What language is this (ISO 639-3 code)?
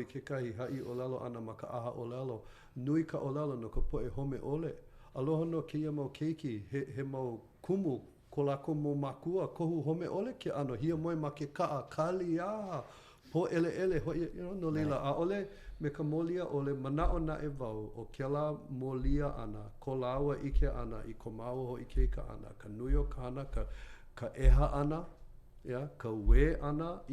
haw